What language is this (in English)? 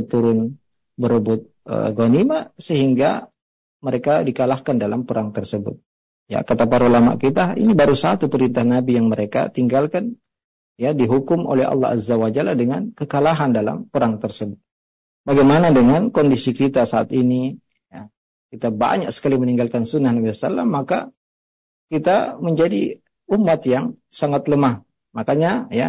Indonesian